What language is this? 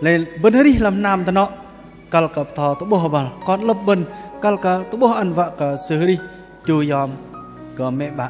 Bahnar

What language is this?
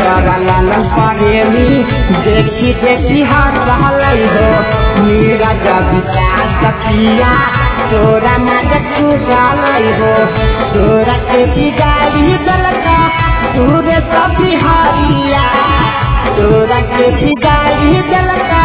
Bhojpuri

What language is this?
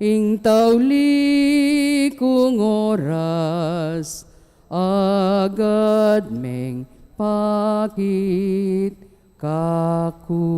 Pampanga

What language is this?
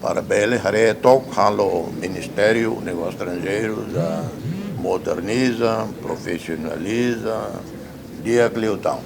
Tetum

